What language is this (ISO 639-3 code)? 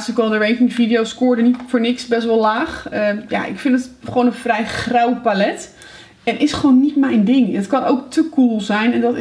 nld